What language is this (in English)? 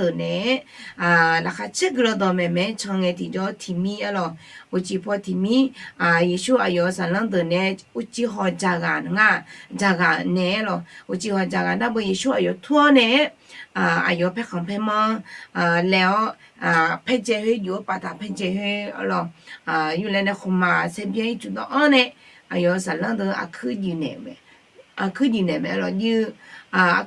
Akha